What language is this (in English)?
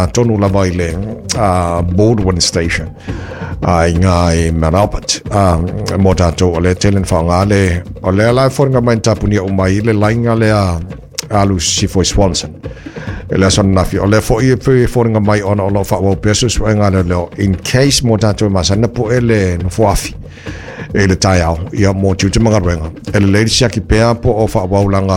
Samoan